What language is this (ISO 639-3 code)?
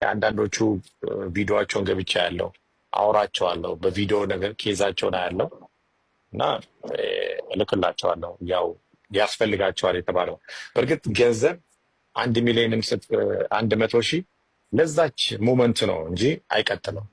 amh